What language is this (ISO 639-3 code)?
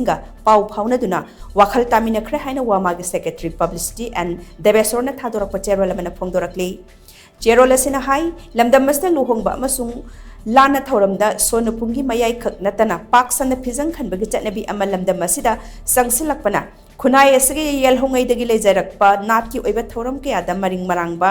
mni